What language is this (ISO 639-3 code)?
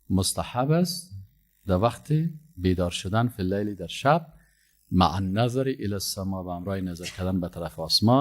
fas